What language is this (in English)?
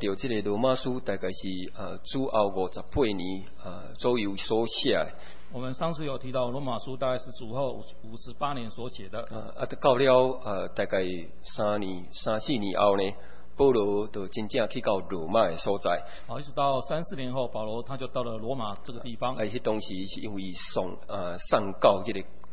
Chinese